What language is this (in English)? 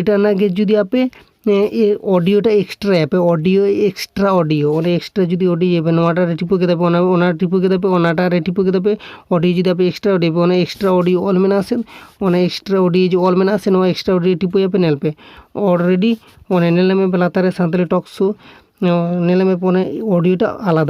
Santali